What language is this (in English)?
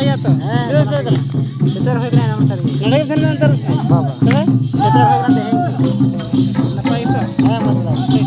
Santali